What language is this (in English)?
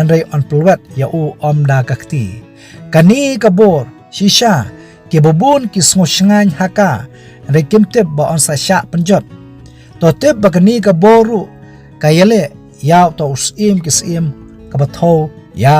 Khasi